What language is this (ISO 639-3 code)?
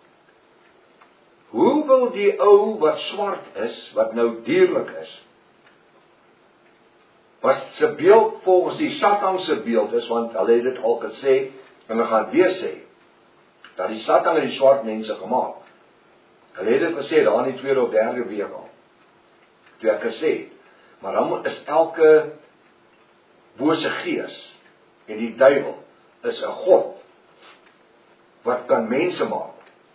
afr